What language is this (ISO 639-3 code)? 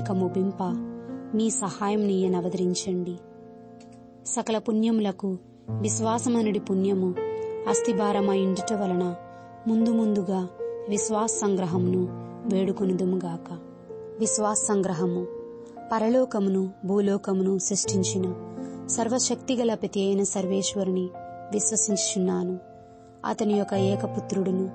tel